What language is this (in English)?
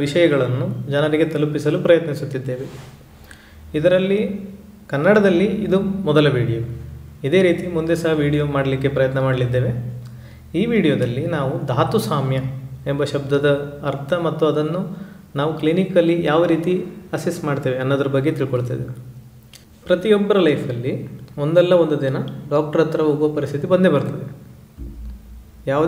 Kannada